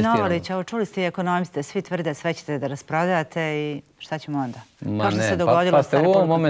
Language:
Bosnian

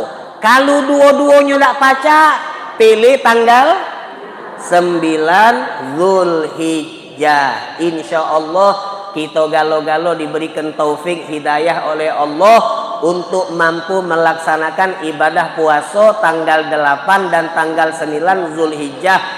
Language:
Musi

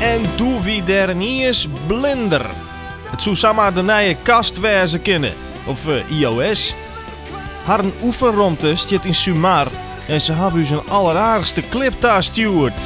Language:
Western Frisian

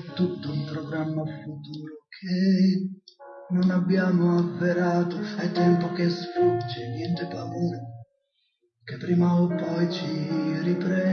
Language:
Italian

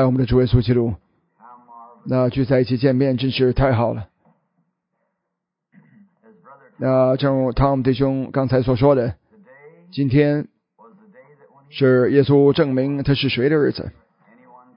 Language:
Chinese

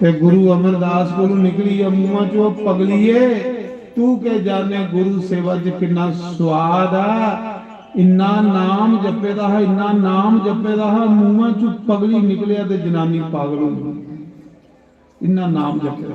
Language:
Dogri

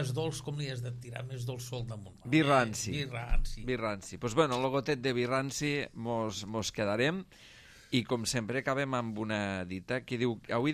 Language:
Catalan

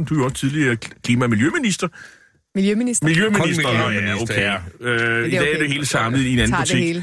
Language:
Danish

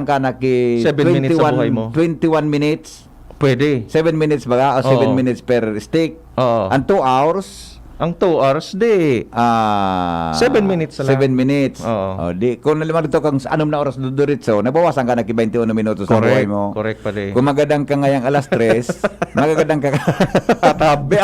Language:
Bikol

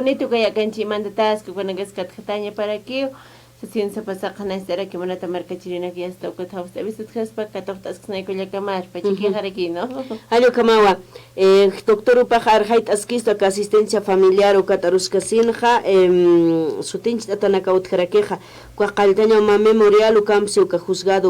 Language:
Aymara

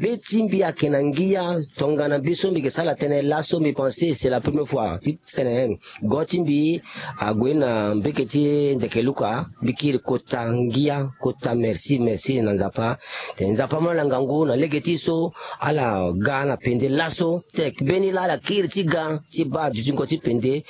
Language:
Sango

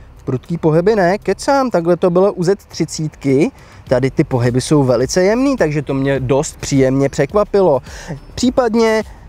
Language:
Czech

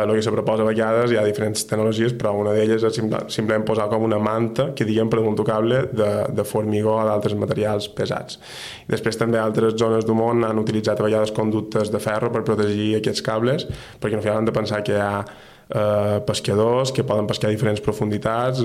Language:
Catalan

